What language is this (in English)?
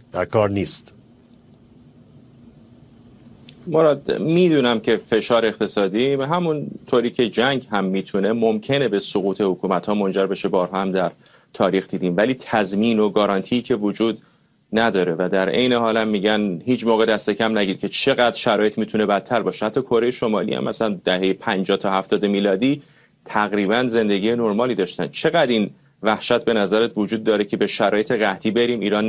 Persian